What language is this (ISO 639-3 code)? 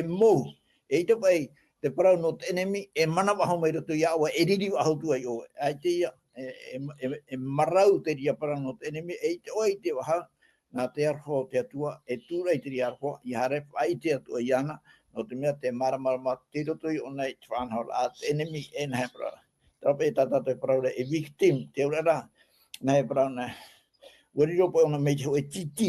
tah